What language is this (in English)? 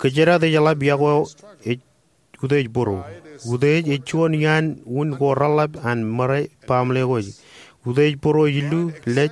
Marshallese